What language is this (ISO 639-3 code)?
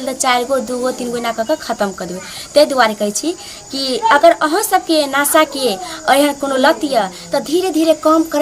mai